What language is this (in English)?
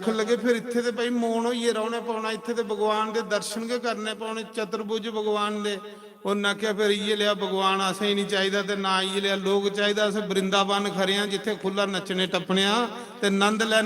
Dogri